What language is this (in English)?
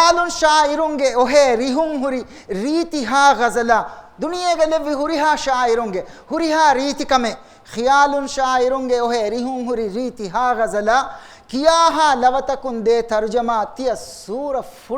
Divehi